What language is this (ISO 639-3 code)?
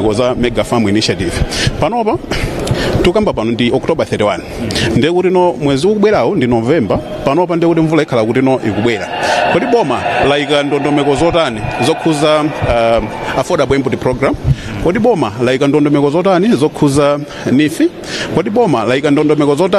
nya